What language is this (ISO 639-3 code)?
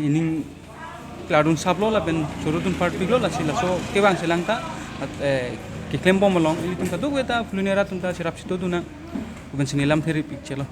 mjw